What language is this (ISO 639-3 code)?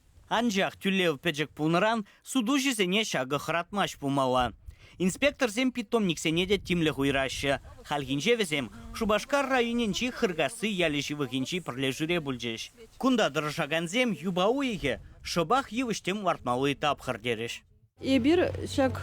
chv